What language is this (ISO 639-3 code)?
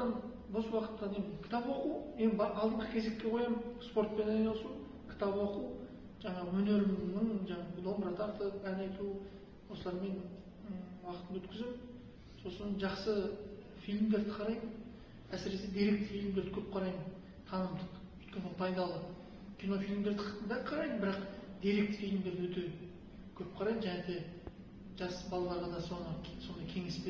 kaz